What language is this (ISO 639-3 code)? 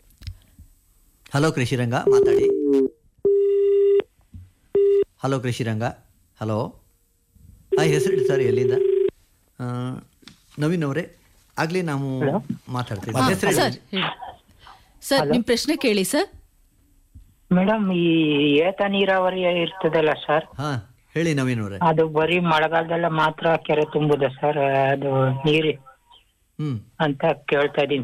kan